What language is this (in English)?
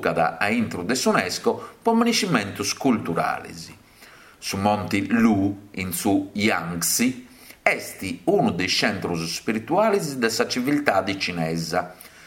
Sardinian